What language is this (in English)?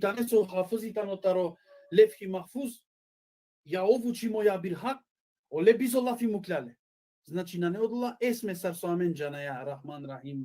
Balkan Romani